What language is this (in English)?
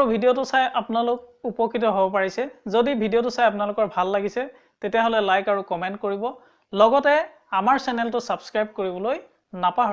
Assamese